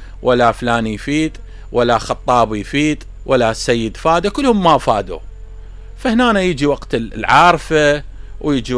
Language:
Mesopotamian Arabic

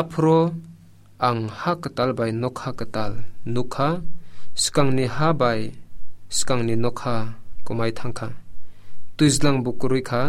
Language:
Kok Borok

